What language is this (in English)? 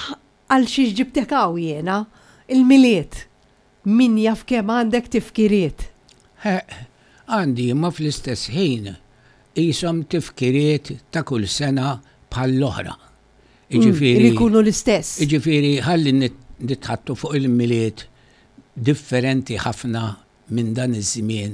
Maltese